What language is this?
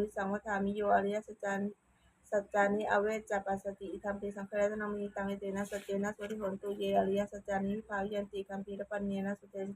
Pali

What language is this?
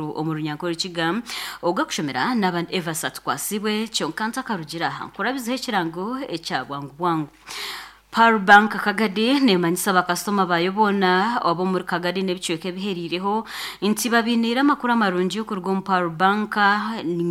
Nyankole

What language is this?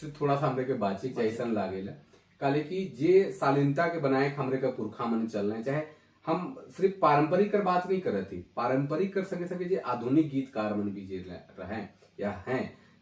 Sadri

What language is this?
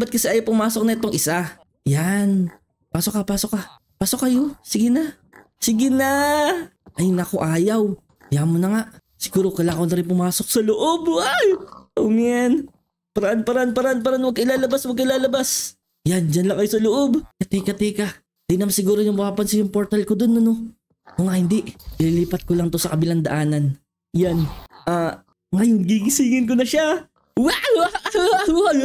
Filipino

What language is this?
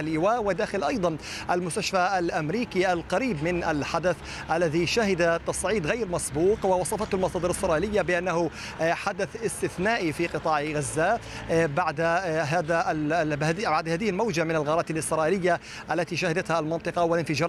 Arabic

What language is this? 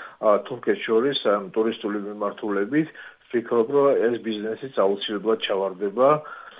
Georgian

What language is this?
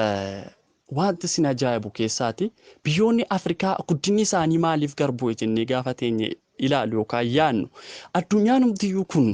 Oromo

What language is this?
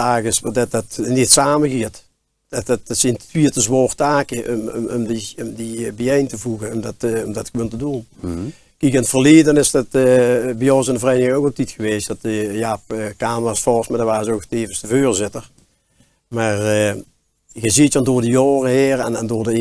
Limburgish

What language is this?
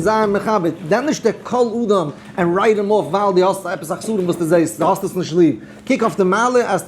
Yiddish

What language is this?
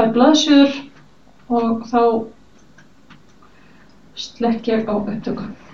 Icelandic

